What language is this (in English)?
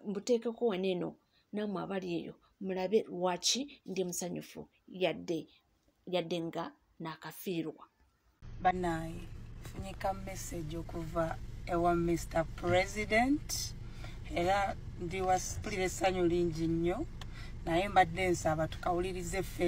Ganda